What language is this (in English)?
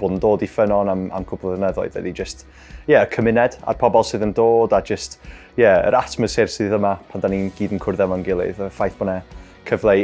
Welsh